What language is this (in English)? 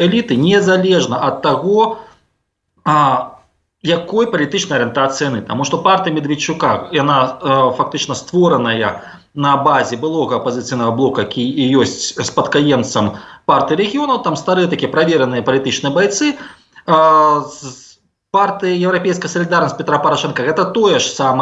Belarusian